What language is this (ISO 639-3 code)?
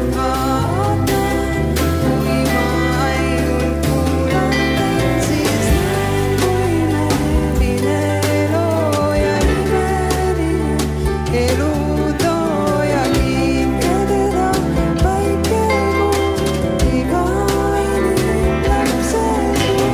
est